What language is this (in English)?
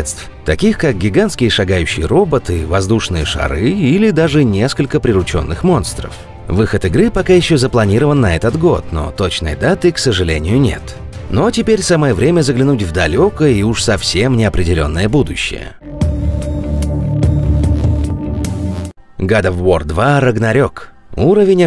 Russian